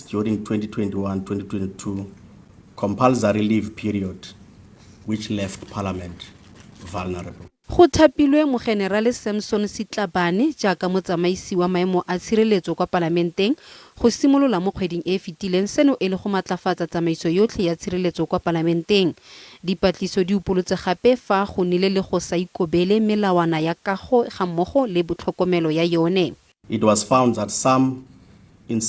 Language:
Tswana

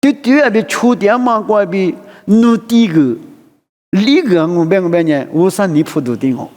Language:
Lisu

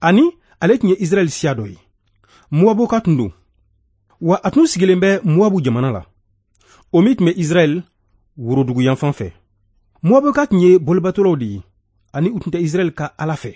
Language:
Bambara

